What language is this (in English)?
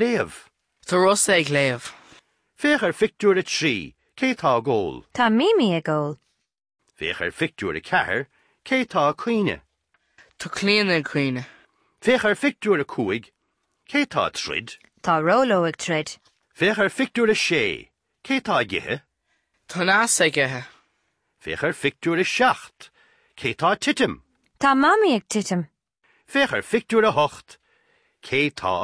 Irish